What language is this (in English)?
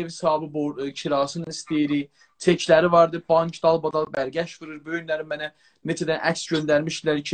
South Azerbaijani